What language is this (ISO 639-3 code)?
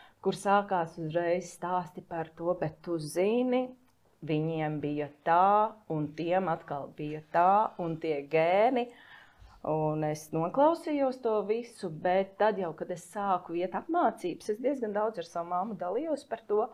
lav